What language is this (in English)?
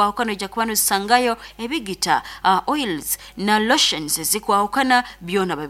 Nyoro